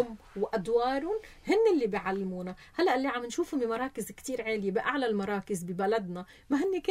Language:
North Levantine Arabic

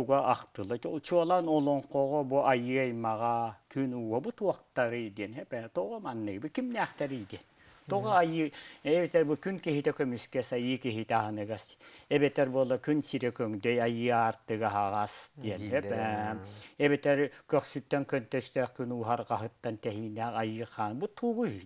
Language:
Yakut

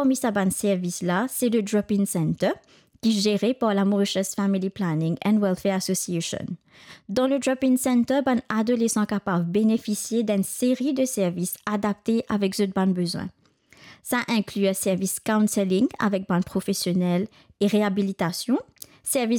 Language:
Morisyen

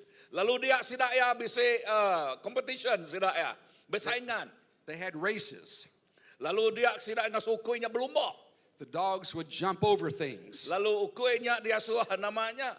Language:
Iban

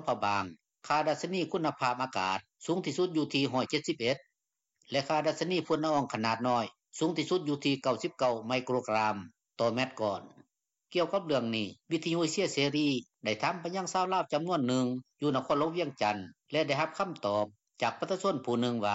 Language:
Lao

